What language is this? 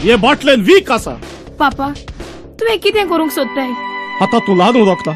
Konkani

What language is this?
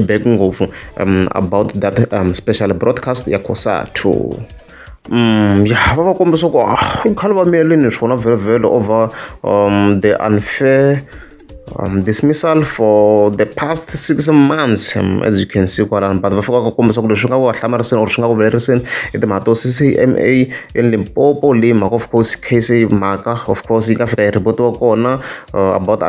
Tsonga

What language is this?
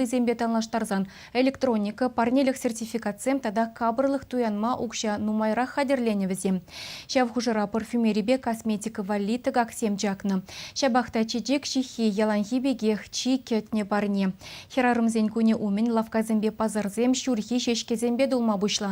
Chuvash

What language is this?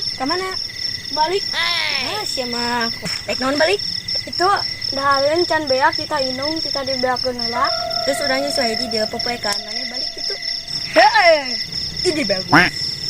Sundanese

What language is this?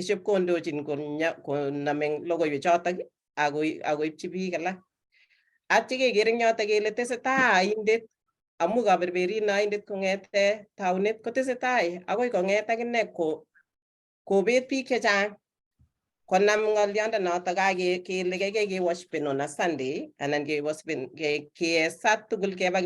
Kalenjin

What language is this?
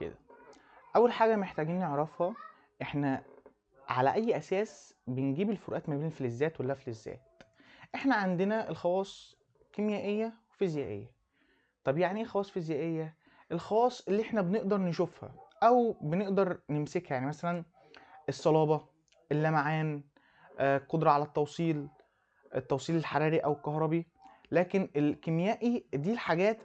Egyptian Arabic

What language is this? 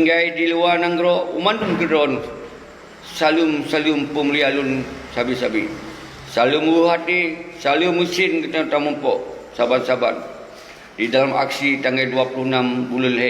Achinese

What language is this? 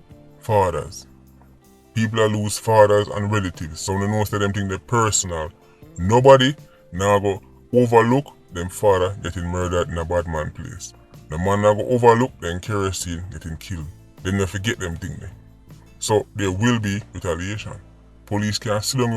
Jamaican Creole English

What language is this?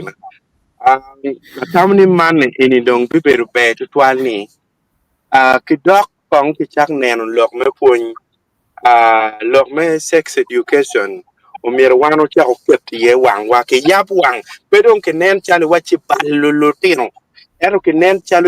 Acoli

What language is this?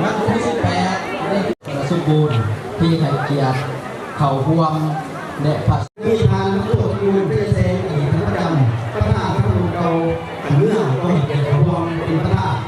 Lao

